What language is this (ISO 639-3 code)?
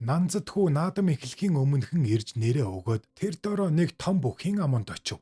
mon